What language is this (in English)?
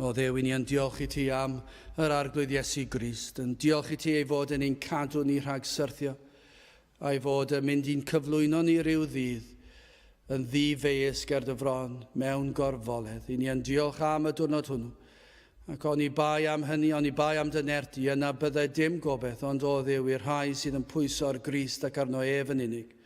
Welsh